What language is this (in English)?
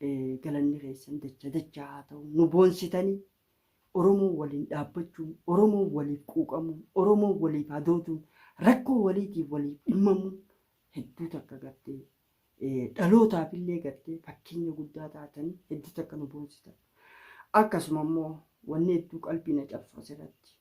Oromo